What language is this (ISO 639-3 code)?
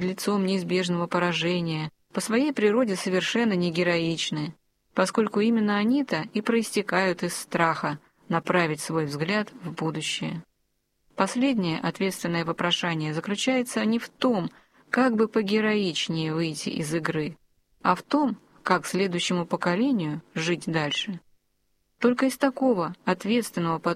rus